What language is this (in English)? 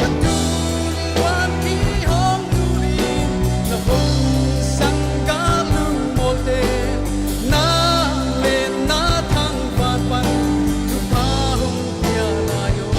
Paite Chin